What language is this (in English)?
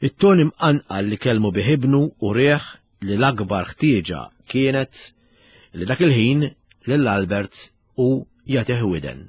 Maltese